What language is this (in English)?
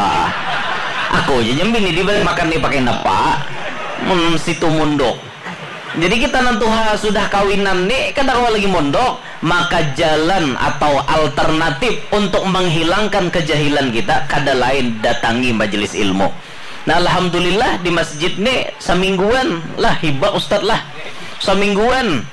Banjar